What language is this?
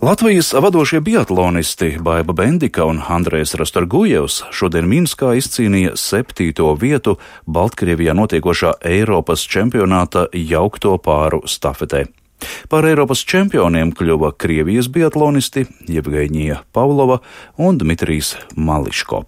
Latvian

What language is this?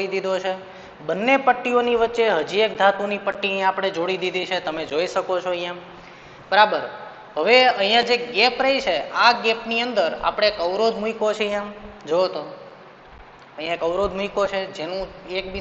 Gujarati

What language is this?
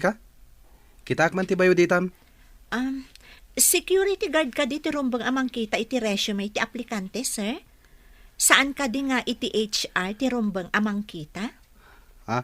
Iloko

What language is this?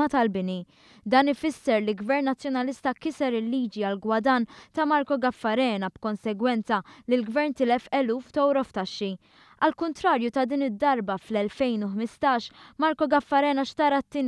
Maltese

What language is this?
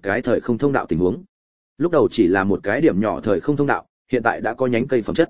Vietnamese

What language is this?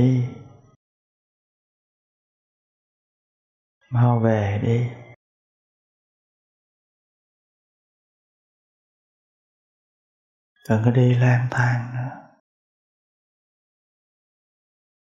Vietnamese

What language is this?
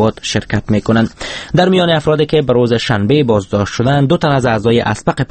Persian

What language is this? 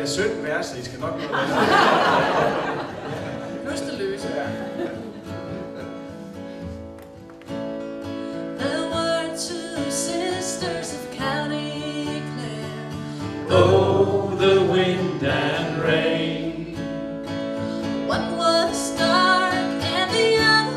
Danish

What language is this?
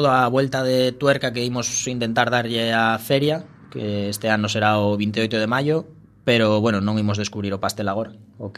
Galician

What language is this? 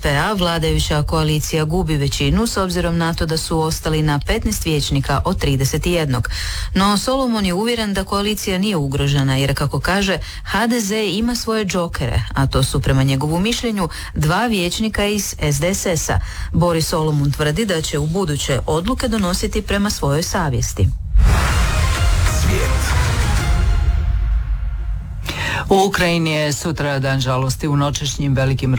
Croatian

